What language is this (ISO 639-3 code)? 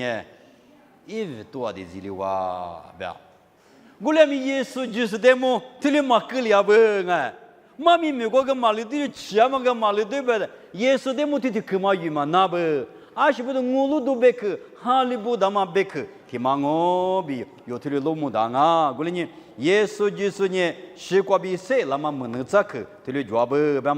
lis